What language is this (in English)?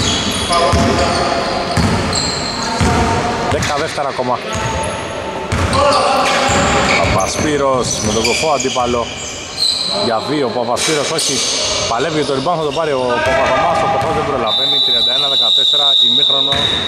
Greek